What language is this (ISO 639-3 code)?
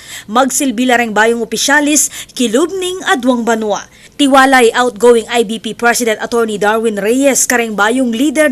pam